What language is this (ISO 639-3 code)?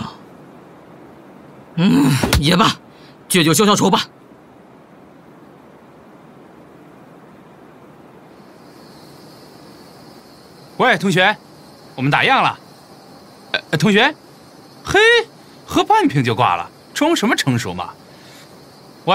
zho